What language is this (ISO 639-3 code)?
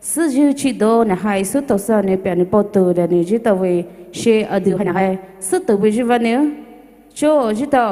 pmx